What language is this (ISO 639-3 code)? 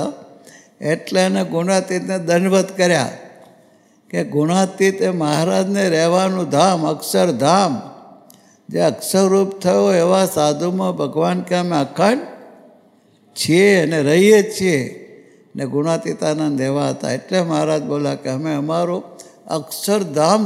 guj